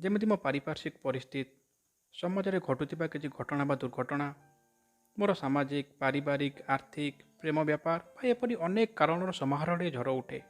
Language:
Odia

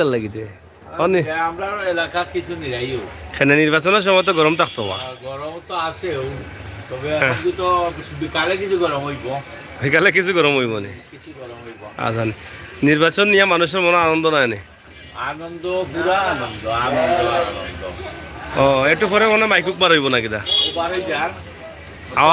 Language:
Sylheti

